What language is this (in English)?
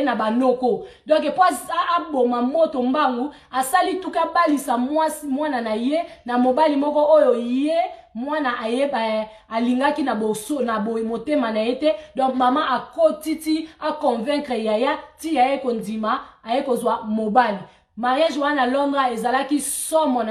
Lingala